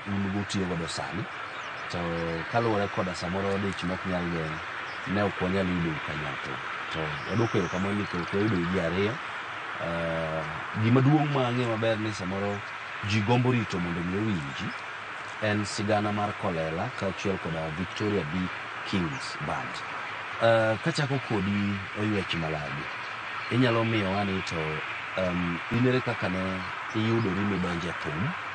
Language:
Luo (Kenya and Tanzania)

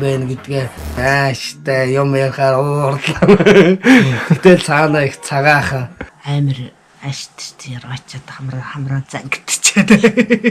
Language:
Mongolian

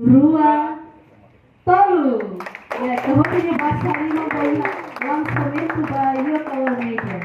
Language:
Tetum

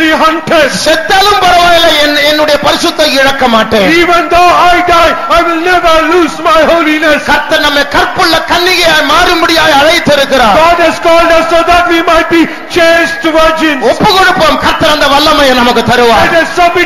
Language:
Tamil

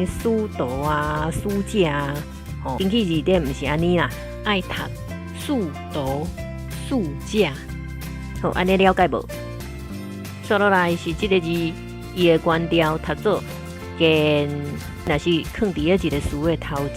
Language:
Min Nan Chinese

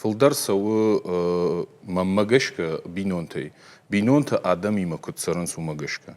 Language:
Ossetic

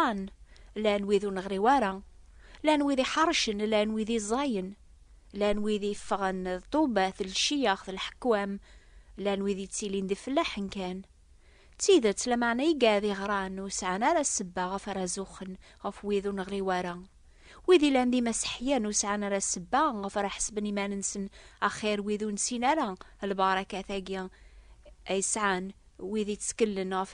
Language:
Kabyle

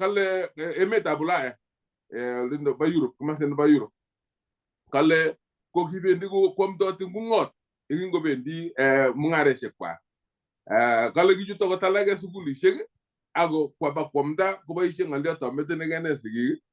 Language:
Kalenjin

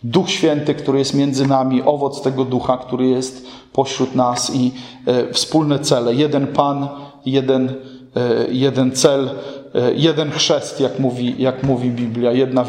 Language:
Polish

